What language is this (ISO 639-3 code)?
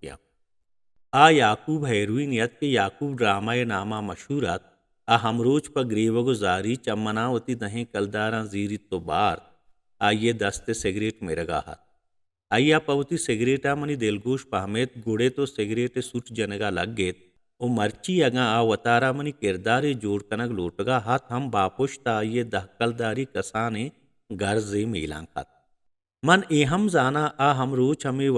bal